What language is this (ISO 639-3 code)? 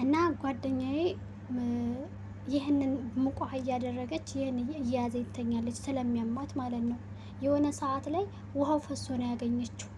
amh